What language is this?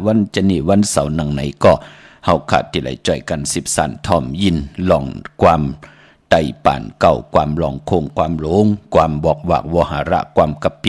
Shan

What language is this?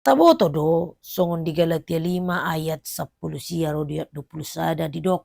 Batak Toba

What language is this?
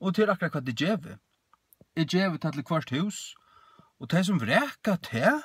Faroese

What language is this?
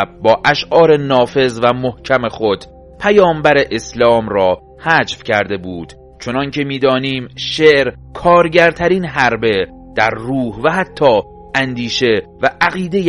Persian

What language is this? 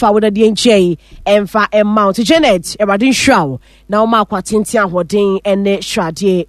Akan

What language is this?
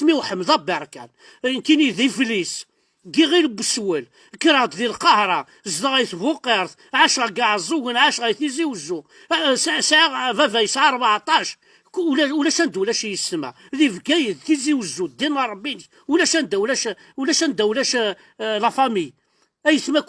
Kabyle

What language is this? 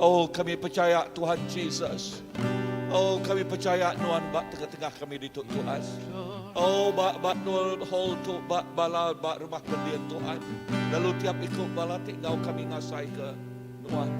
Iban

